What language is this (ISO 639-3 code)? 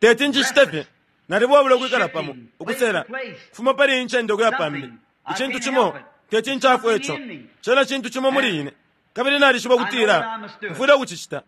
bem